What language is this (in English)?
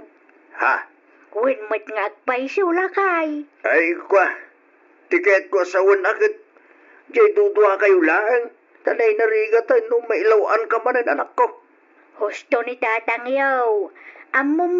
Iloko